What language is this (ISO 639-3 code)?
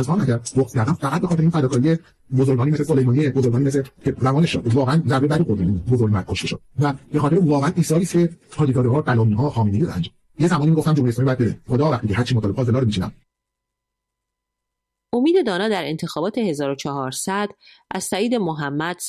fas